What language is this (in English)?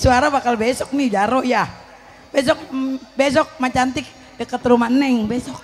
Betawi